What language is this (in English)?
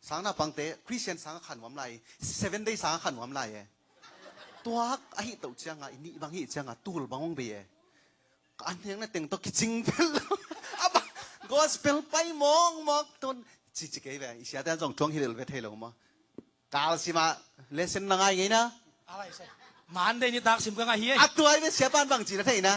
Tedim Chin